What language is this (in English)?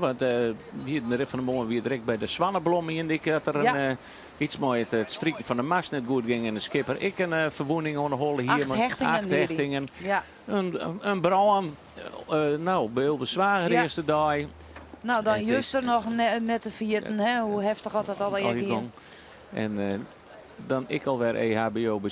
Western Frisian